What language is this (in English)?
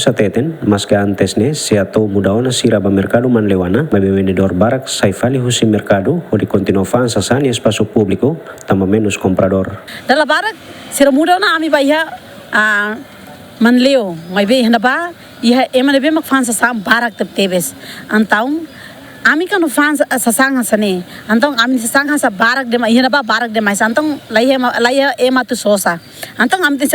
Tetum